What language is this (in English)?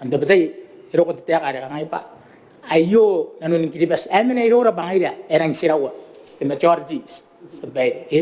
Gilbertese